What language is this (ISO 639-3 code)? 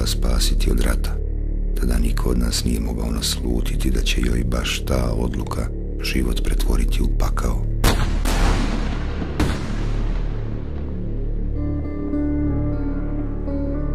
bos